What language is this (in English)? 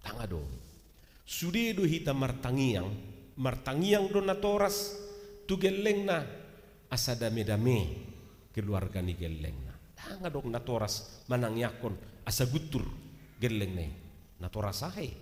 Batak Toba